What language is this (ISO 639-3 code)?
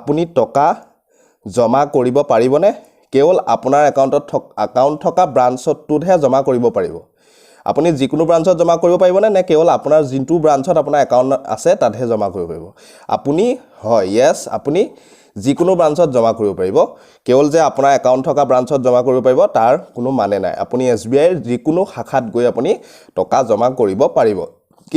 asm